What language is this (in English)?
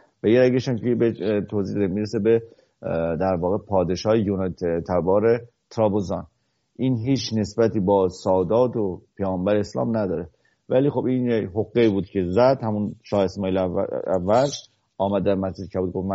Persian